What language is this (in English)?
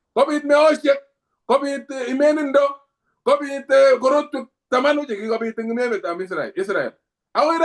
Kalenjin